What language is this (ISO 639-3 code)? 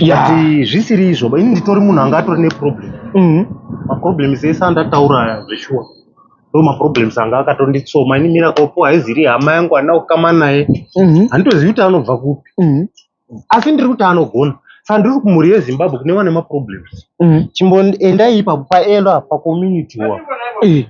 sna